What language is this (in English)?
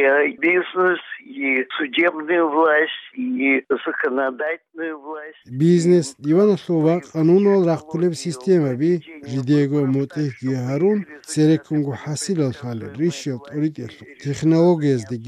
Avaric